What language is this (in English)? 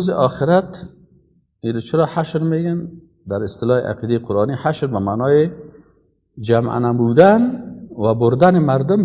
Persian